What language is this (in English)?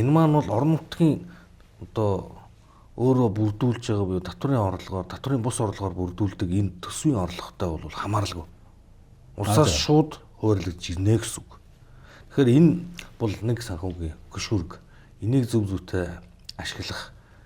Mongolian